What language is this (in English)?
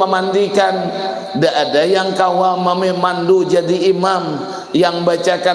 Banjar